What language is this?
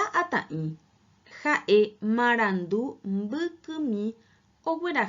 Guarani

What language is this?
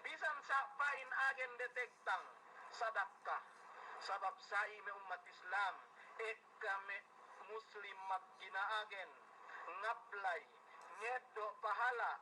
Yakan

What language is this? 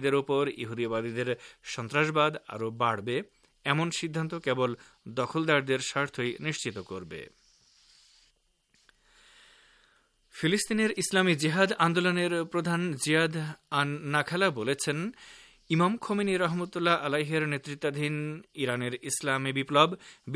Bangla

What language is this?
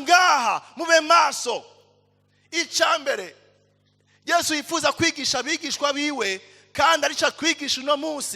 Rundi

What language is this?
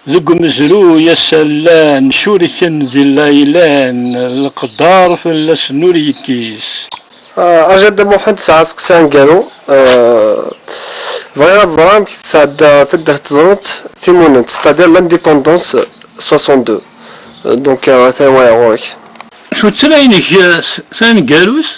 Kabyle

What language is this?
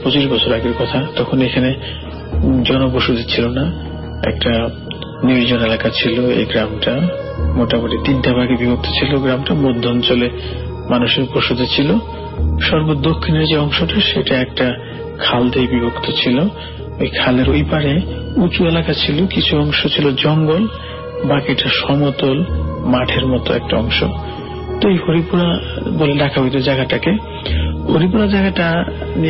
Bangla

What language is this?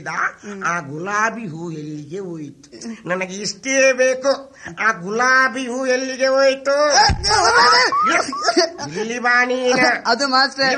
Kannada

